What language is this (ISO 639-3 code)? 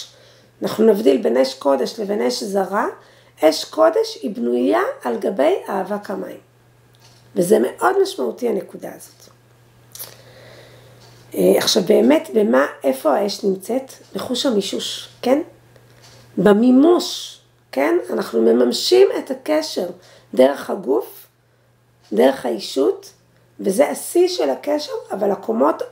heb